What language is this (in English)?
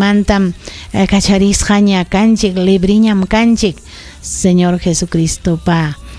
Ayacucho Quechua